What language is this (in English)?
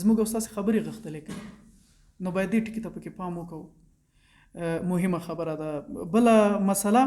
Pashto